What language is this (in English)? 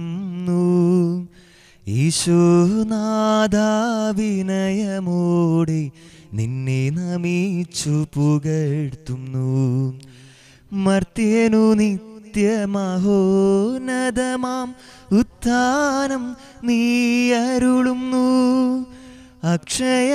Malayalam